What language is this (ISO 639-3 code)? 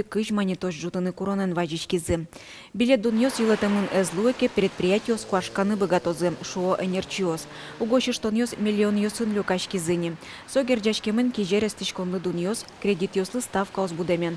udm